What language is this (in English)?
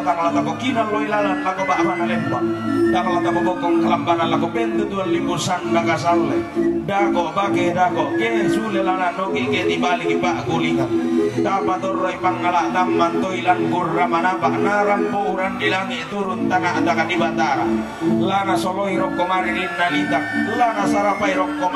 Toraja-Sa'dan